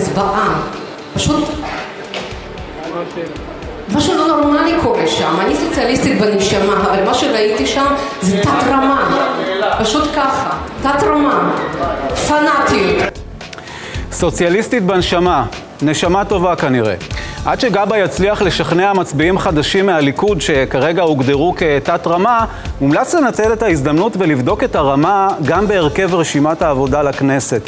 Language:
Hebrew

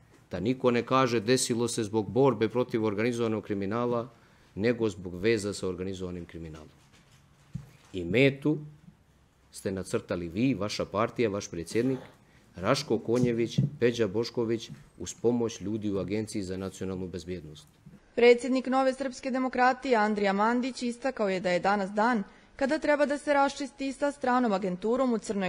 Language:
Serbian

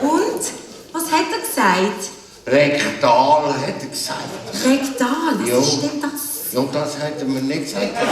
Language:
Swiss German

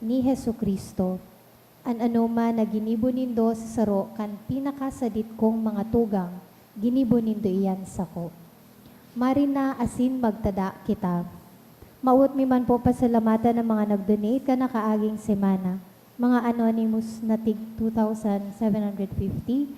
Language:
Bikol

